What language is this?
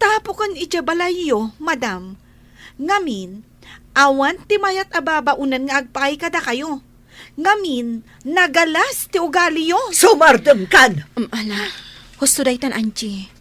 Iloko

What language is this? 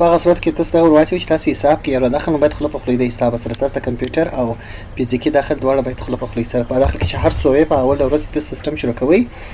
Pashto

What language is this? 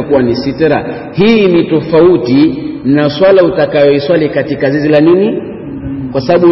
Swahili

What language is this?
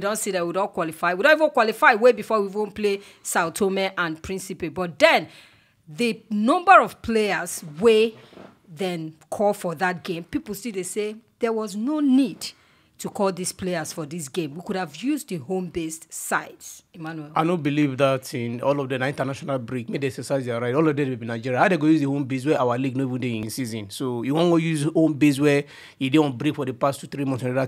Nigerian Pidgin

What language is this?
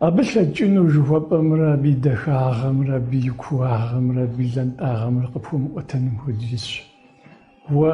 Kabardian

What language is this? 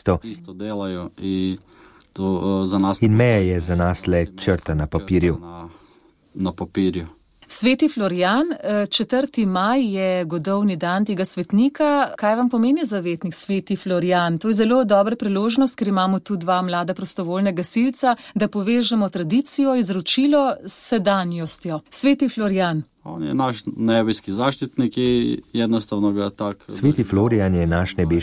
Slovenian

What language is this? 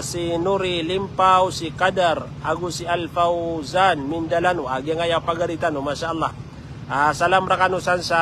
Maranao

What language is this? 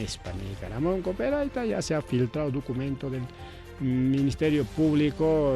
Ayacucho Quechua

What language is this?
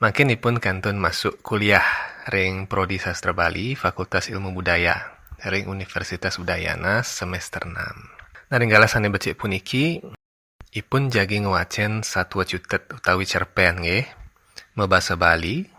Balinese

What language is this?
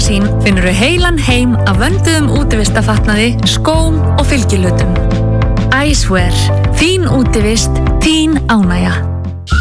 Icelandic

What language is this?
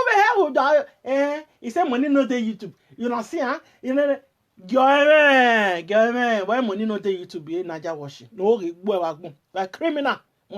Nigerian Pidgin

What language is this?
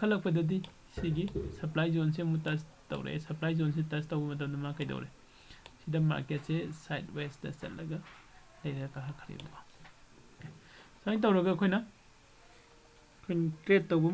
Manipuri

